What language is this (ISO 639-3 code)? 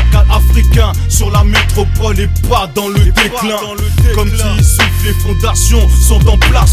fra